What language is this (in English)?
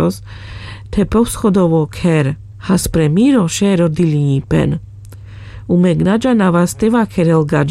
Carpathian Romani